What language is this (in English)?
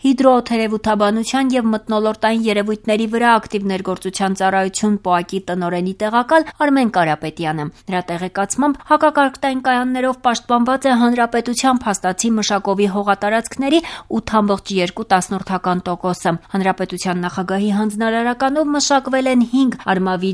Armenian